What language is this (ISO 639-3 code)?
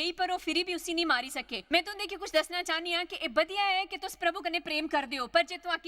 doi